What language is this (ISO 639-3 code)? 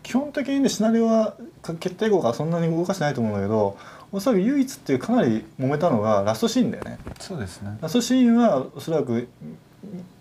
jpn